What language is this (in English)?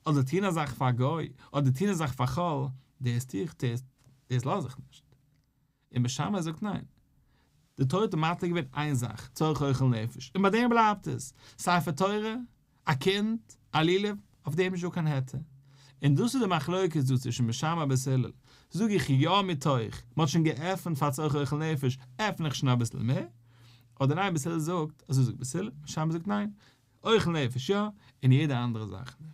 Yiddish